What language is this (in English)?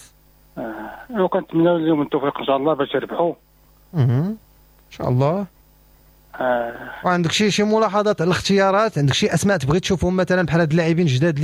Moroccan Arabic